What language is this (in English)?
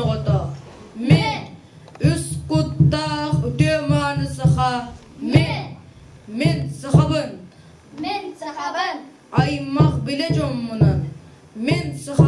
Yakut